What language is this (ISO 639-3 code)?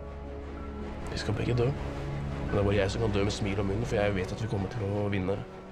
nor